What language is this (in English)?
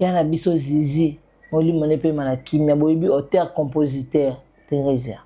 Lingala